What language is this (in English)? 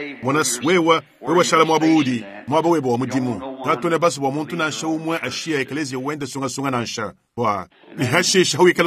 Luba-Lulua